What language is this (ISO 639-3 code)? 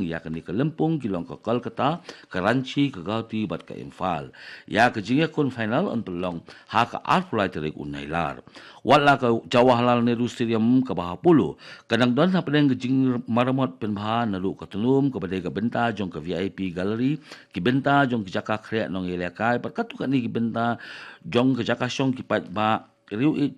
kha